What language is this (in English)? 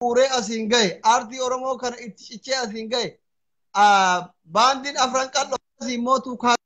Oromo